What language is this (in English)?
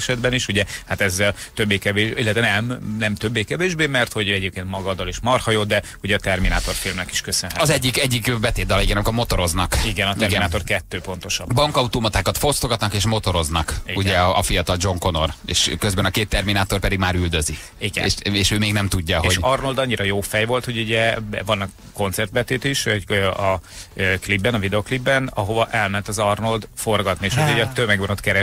Hungarian